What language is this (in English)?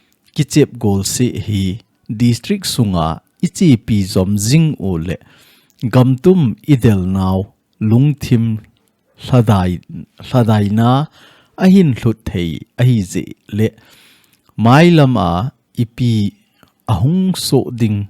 Thado Chin